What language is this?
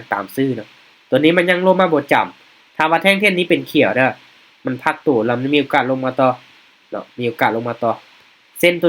Lao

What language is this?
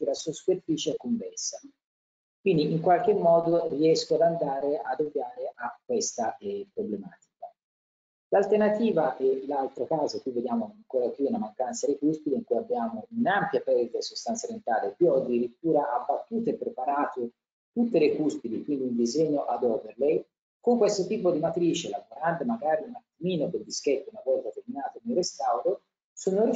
Italian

